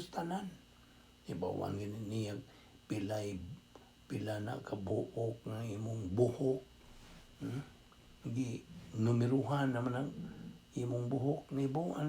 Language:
Cebuano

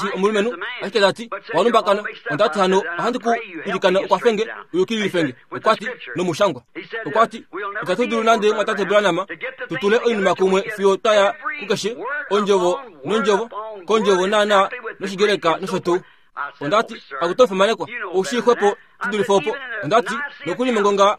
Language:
Kuanyama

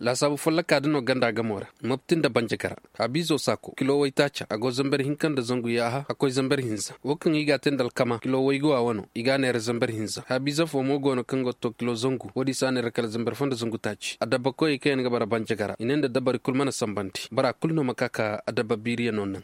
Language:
Koyraboro Senni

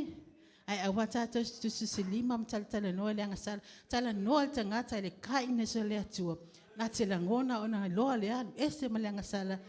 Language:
Samoan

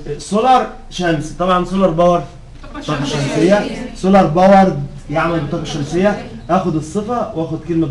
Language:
Egyptian Arabic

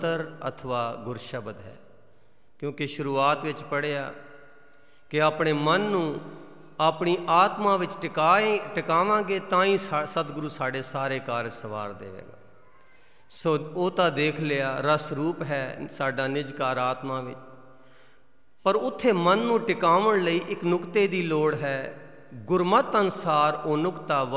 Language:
Punjabi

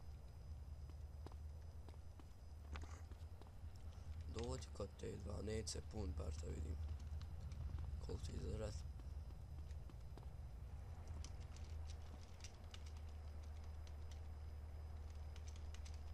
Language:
Bosnian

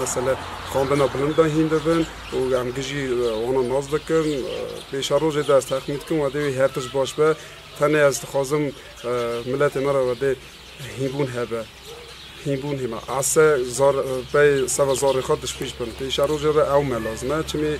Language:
Kurdish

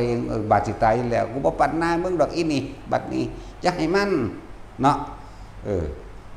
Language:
Northeastern Thai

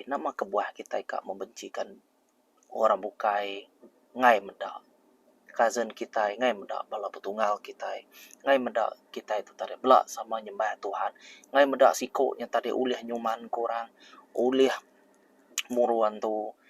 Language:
Iban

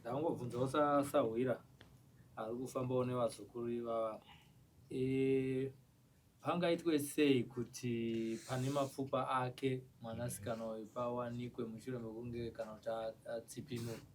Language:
Shona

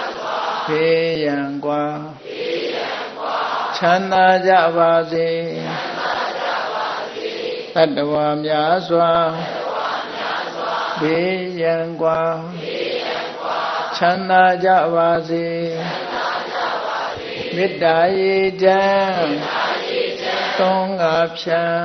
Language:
Burmese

